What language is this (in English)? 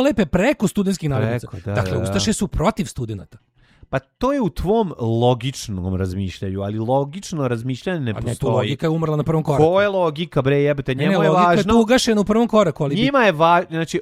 Serbian